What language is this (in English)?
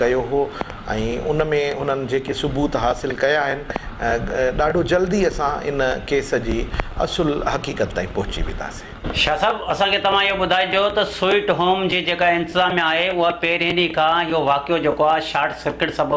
Sindhi